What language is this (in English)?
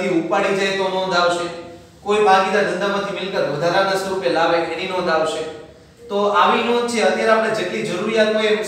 Gujarati